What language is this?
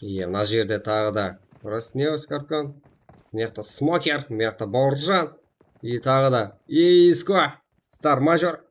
Kara-Kalpak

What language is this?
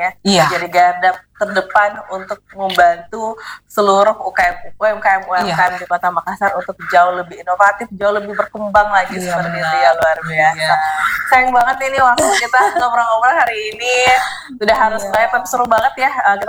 Indonesian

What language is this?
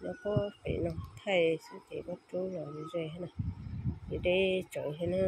Hmong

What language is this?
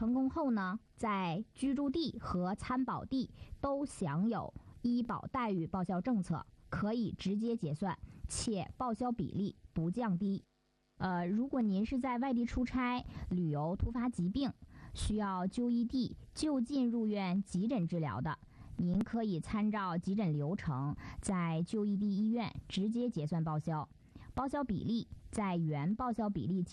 Chinese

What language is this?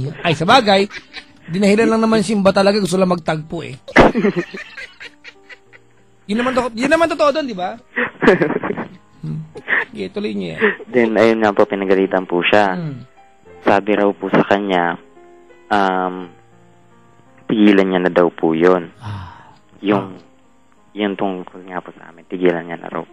Filipino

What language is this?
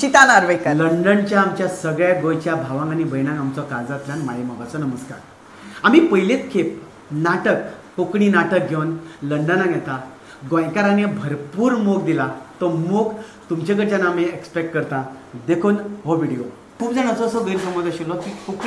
Konkani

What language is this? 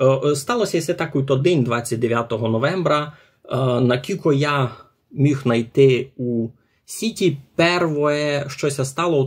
Rusyn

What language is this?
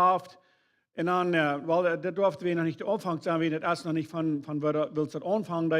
Plautdietsch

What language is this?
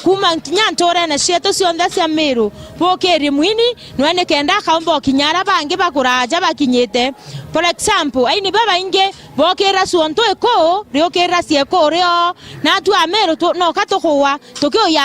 Meru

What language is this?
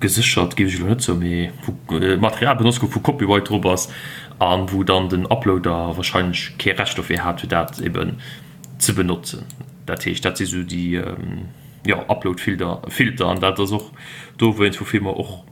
Luxembourgish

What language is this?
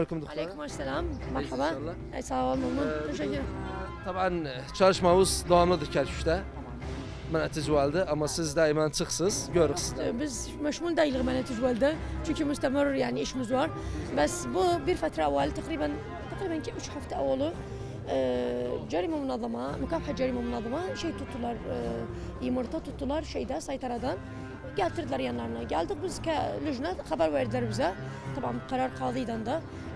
Turkish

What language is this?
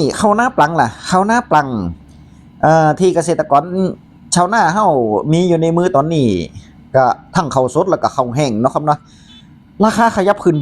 Northeastern Thai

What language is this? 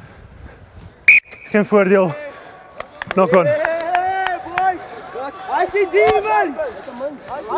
Afrikaans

